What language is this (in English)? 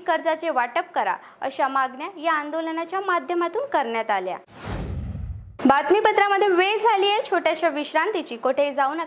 Marathi